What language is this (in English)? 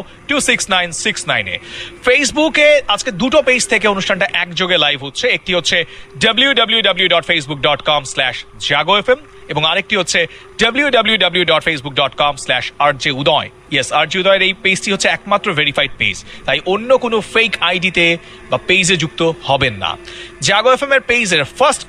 Bangla